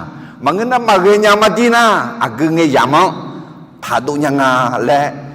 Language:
Akha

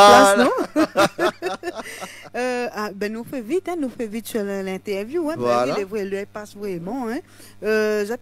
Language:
Réunion Creole French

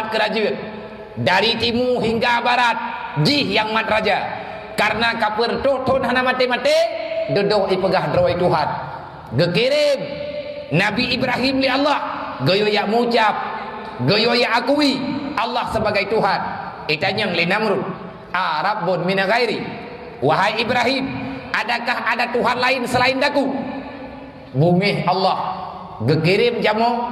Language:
Achinese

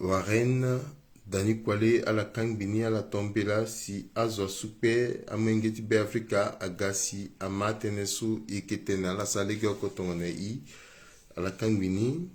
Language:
Sango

